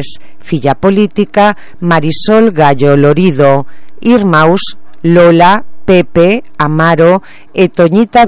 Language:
Galician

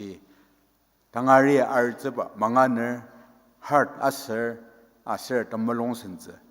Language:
Ao Naga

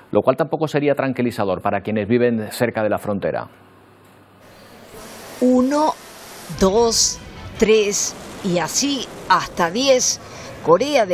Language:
Spanish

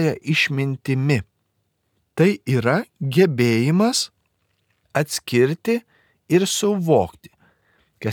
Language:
Lithuanian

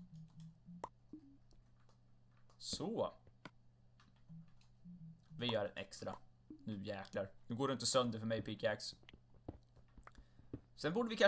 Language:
Swedish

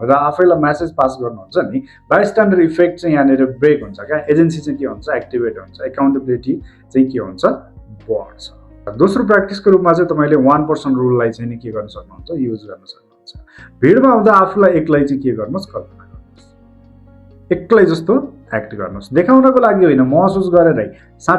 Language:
Nepali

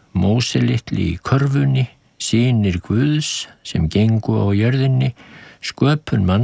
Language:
Icelandic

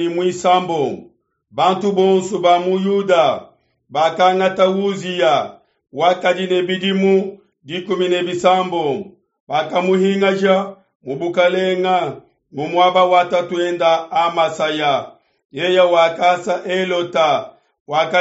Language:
Luba-Lulua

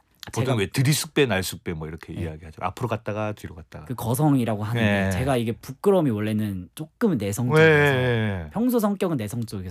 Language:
Korean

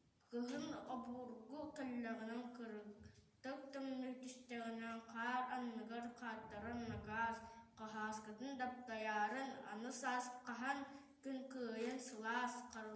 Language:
Yakut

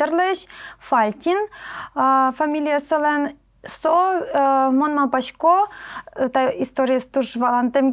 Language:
Udmurt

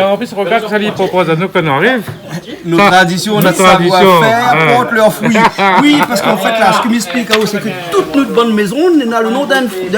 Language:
Réunion Creole French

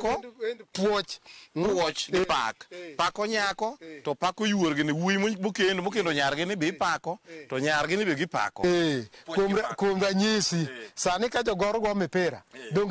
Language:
Luo (Kenya and Tanzania)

